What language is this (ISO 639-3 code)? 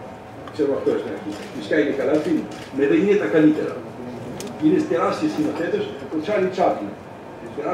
ell